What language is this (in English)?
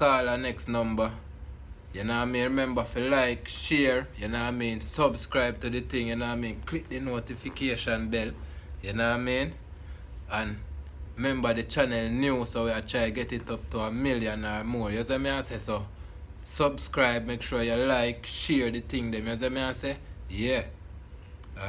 Jamaican Creole English